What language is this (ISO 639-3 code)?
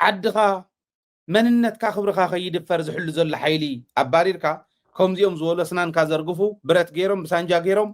tir